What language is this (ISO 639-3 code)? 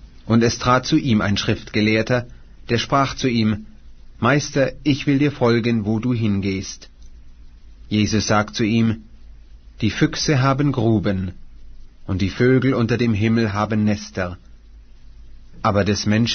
deu